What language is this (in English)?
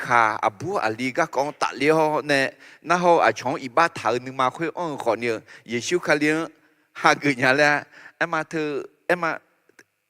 Akha